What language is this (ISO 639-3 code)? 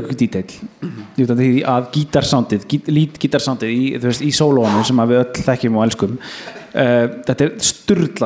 isl